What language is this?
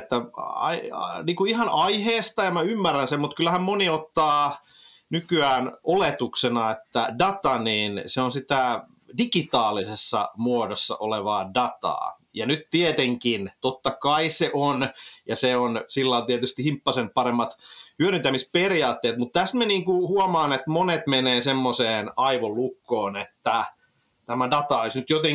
Finnish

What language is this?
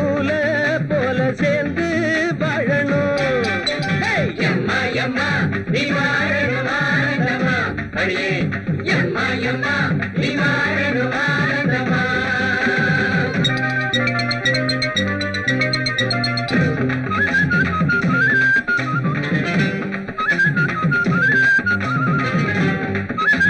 Tamil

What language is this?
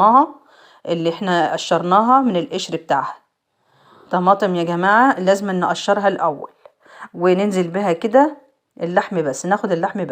Egyptian Arabic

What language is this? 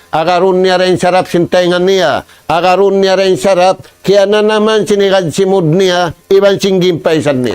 Tausug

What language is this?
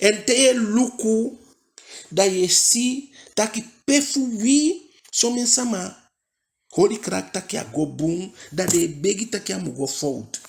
Eastern Maroon Creole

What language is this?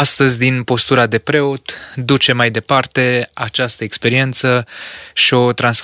Romanian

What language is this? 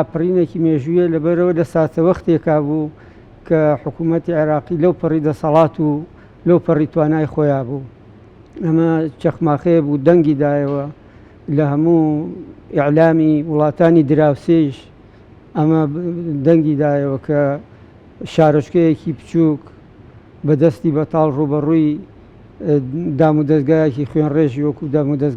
Central Kurdish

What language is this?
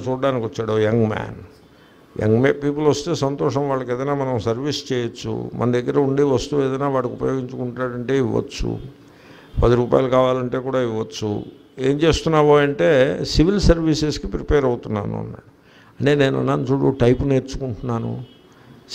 Telugu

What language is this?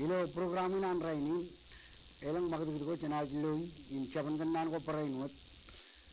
Marshallese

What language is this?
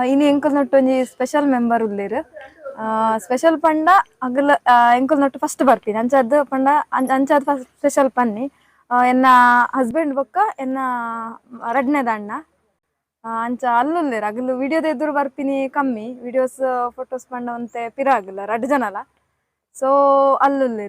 Tulu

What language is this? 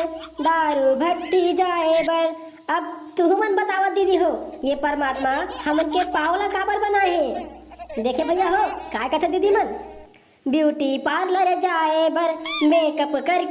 Chhattisgarhi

